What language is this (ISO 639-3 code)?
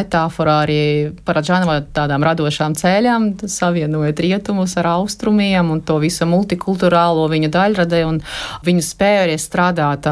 lav